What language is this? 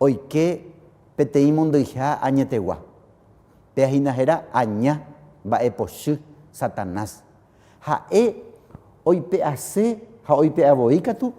Guarani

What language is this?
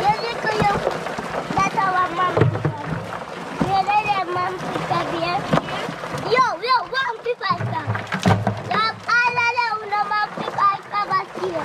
Jamaican Creole English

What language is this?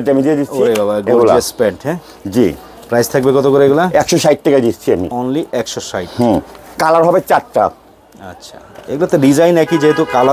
Bangla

